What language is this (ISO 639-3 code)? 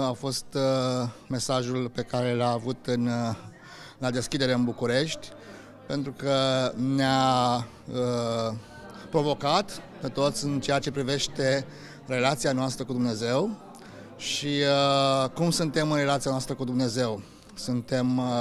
ron